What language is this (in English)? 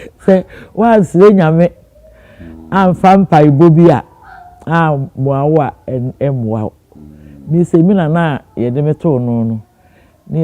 Akan